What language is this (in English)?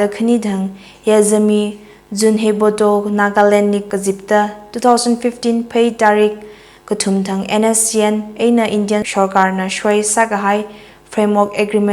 Tangkhul Naga (India)